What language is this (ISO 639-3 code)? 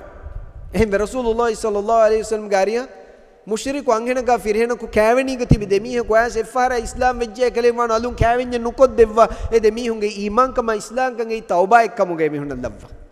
div